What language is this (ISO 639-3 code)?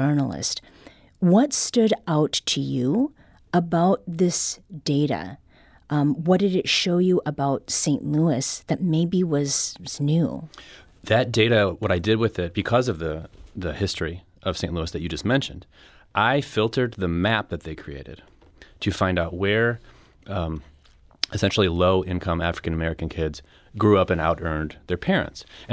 eng